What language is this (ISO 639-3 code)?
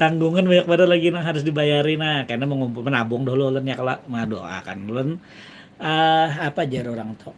bjn